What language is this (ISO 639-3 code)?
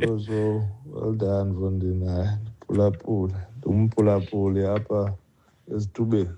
xho